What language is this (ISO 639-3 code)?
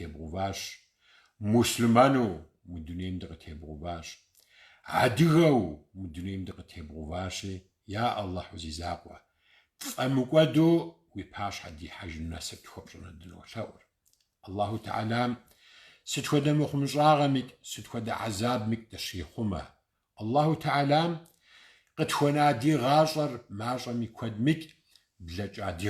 kbd